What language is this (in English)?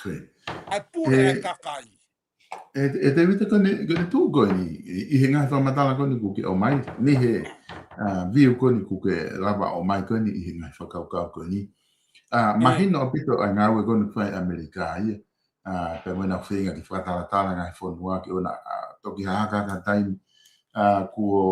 Tongan